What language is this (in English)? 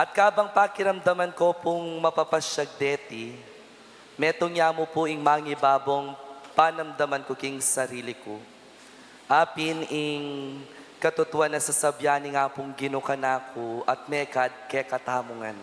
Pampanga